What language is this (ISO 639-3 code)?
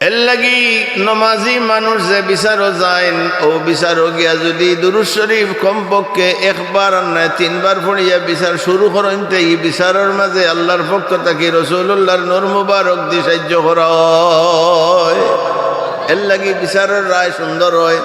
syl